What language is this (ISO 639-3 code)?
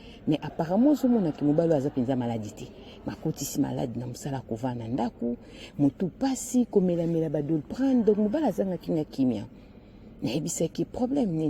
lin